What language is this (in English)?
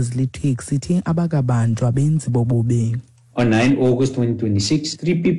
Xhosa